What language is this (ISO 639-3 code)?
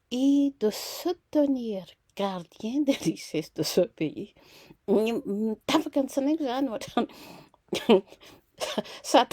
mlg